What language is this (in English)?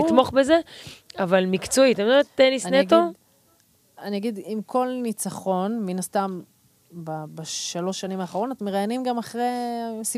Hebrew